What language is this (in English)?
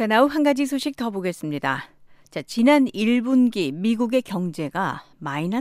Korean